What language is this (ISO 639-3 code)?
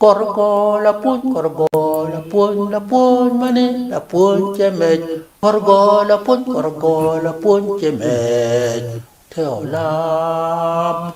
ach